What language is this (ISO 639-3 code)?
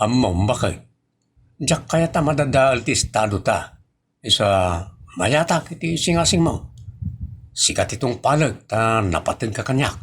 ilo